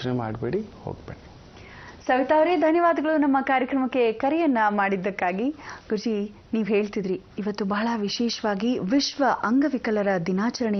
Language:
Kannada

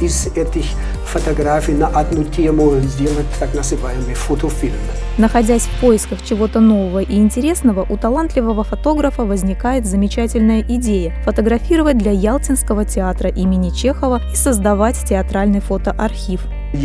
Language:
Russian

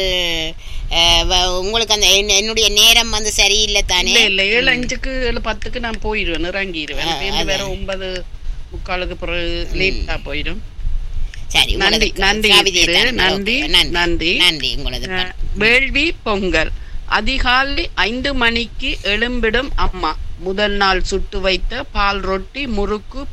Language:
Tamil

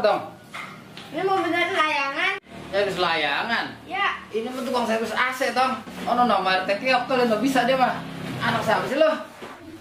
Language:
Betawi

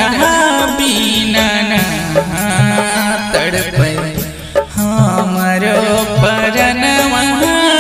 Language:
Bhojpuri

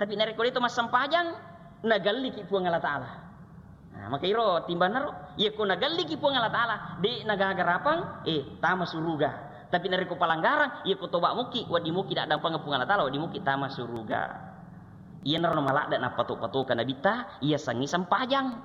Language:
Buginese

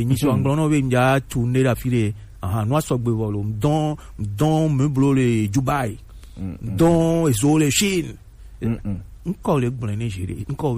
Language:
Gen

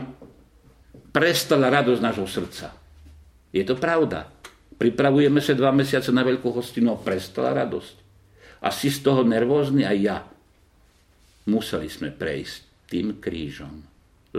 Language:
Slovak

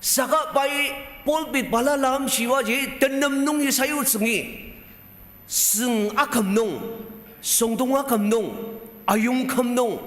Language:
Ao Naga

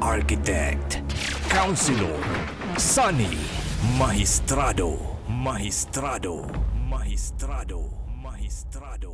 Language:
Bikol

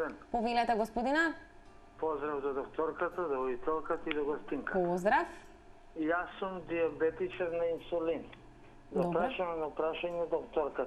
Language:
Macedonian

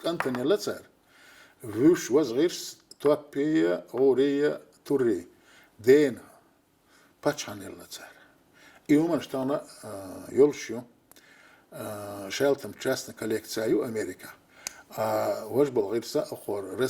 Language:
Chechen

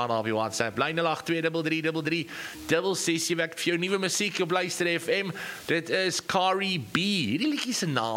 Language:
Afrikaans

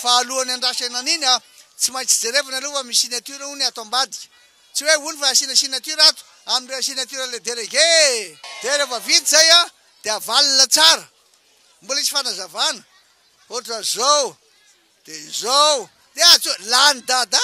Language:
Malagasy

